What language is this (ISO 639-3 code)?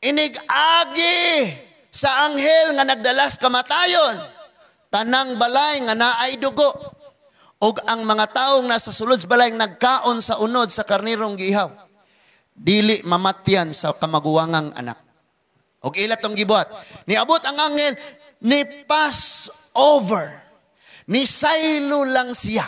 ceb